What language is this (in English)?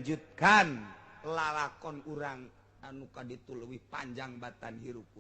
Sundanese